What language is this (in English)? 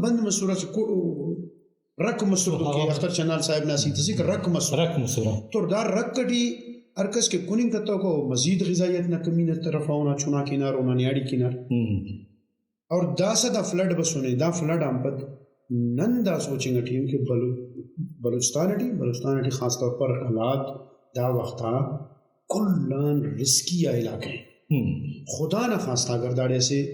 Brahui